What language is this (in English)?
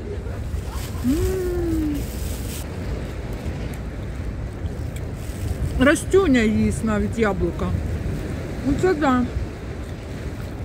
Ukrainian